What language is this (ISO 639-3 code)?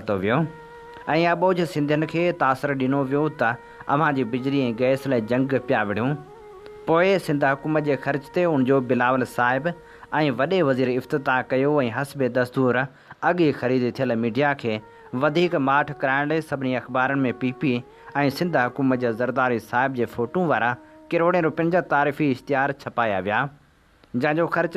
snd